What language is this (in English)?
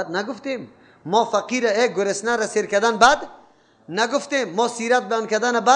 Persian